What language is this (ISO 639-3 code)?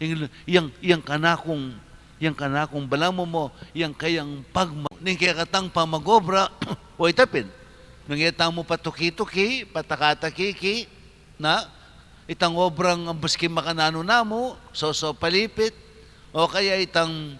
pam